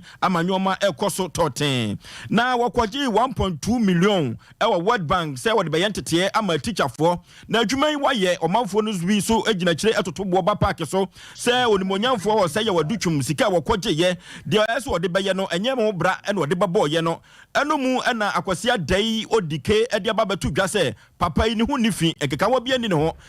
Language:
Akan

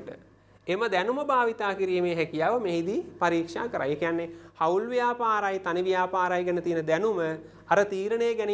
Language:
Sinhala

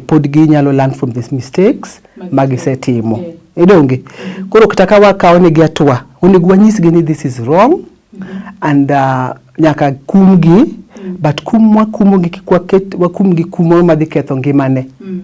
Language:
Luo (Kenya and Tanzania)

